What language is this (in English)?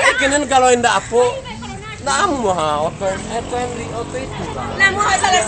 Minangkabau